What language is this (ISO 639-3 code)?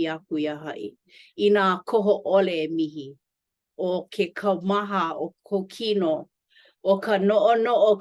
haw